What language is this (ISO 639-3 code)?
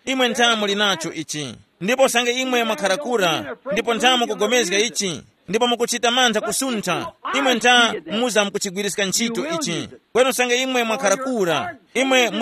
tum